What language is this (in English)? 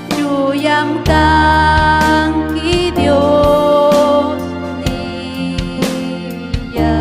Ayacucho Quechua